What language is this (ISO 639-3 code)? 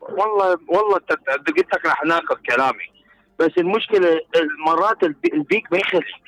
acm